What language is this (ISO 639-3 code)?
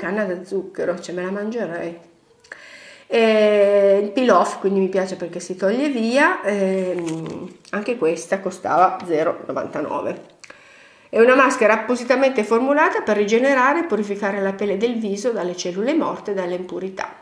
ita